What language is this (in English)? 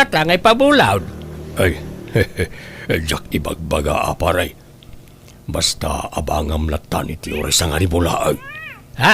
Iloko